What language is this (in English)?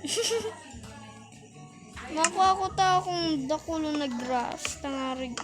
Bikol